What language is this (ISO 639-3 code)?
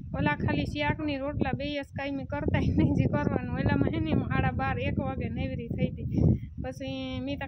guj